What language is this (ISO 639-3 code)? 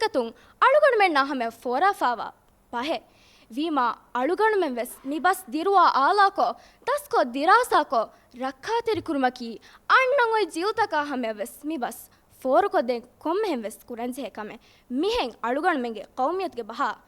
div